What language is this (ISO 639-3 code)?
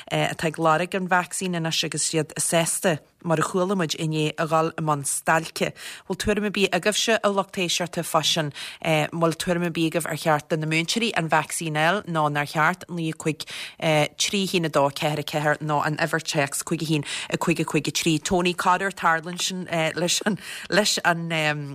gle